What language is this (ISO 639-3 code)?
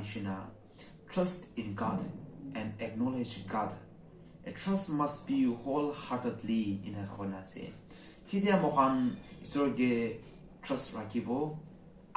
nag